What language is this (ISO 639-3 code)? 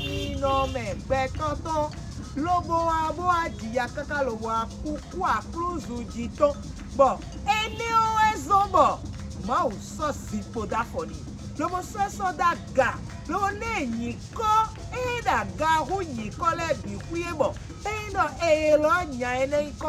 fon